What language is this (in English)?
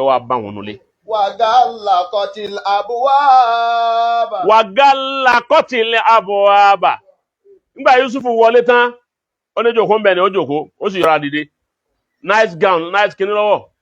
Yoruba